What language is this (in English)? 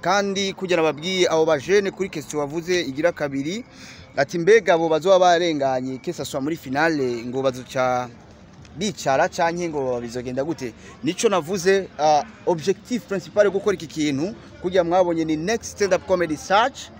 Rundi